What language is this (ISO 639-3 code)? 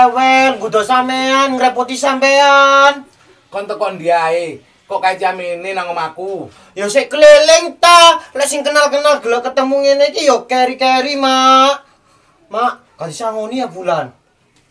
jav